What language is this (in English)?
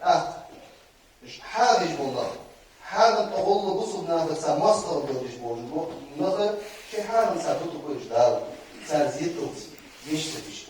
Ingush